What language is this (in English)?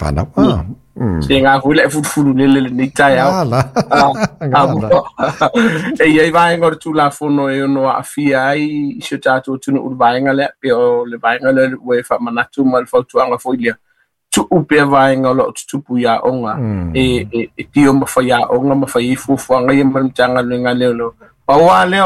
Samoan